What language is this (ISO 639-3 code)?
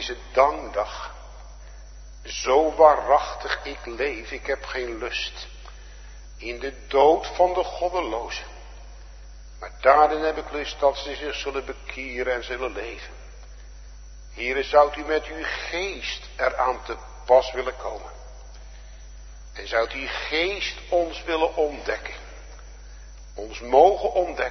nld